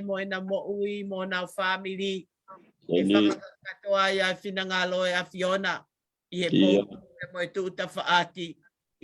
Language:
Tongan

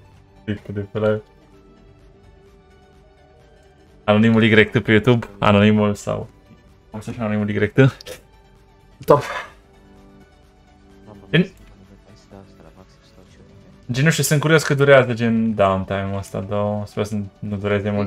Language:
Romanian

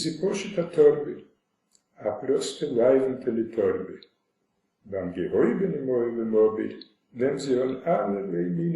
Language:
Yiddish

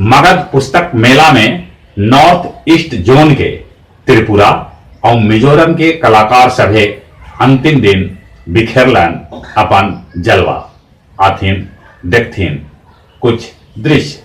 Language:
Magahi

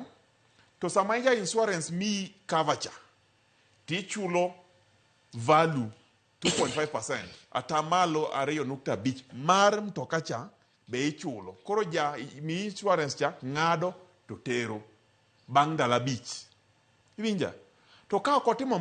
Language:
Luo (Kenya and Tanzania)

